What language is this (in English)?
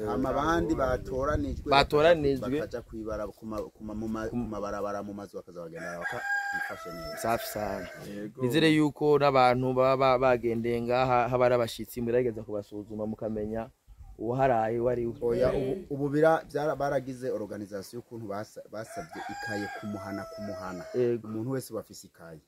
Rundi